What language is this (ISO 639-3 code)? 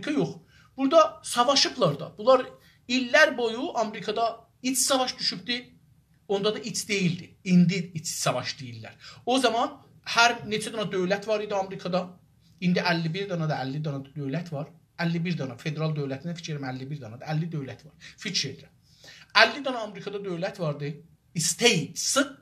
azb